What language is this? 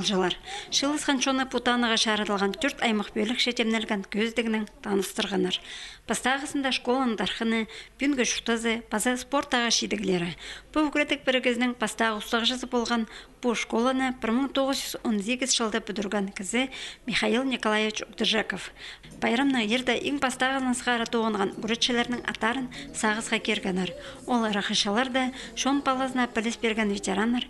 Khakas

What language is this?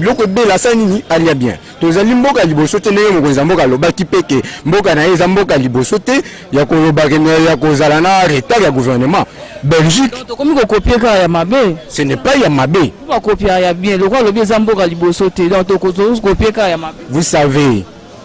Lingala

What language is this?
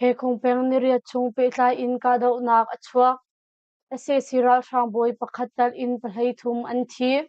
Hakha Chin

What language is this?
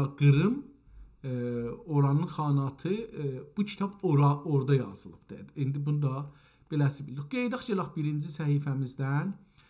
South Azerbaijani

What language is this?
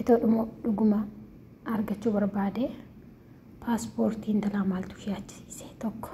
Oromo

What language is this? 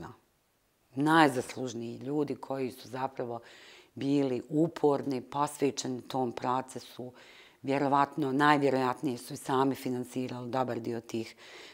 Bosnian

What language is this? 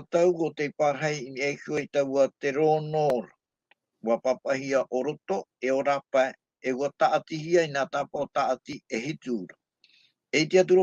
Tahitian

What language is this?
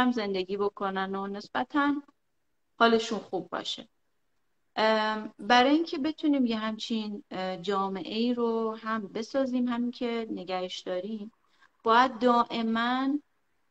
Persian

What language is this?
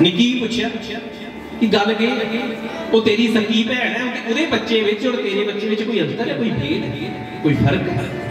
Dogri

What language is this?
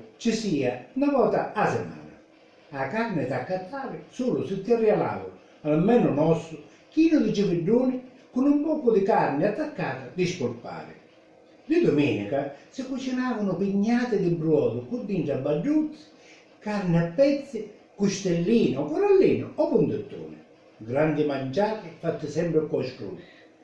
Sicilian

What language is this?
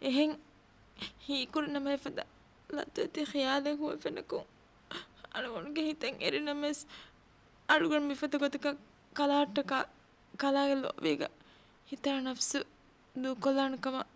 Divehi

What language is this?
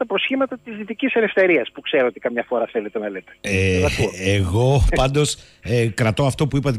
Greek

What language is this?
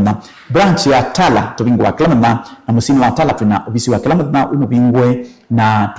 Kamba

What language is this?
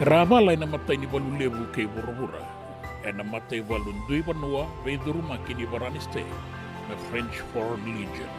Fijian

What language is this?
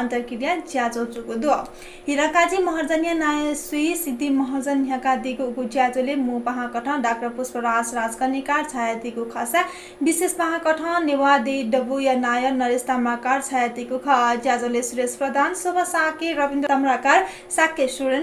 Newari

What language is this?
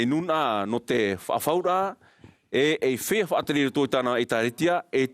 Tahitian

